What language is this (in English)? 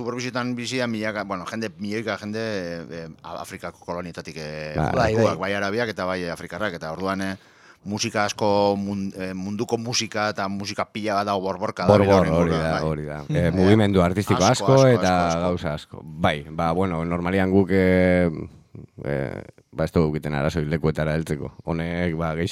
Basque